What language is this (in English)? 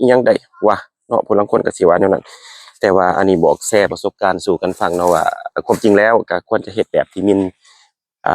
Lao